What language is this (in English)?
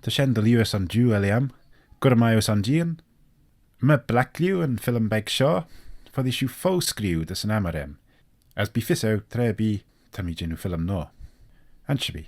Manx